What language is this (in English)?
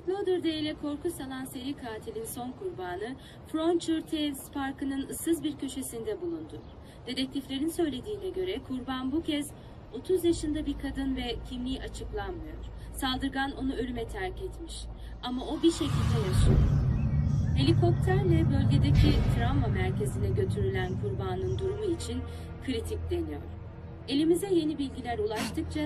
Turkish